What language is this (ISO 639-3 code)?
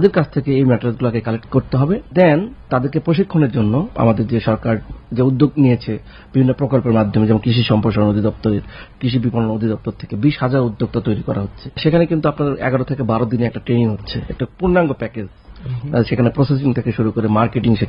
ben